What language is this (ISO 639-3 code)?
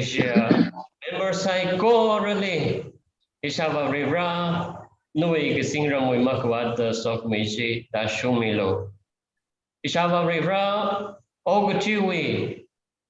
nmf